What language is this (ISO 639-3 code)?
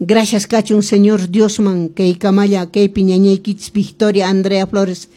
que